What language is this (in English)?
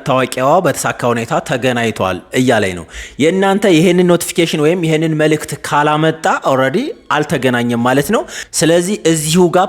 Amharic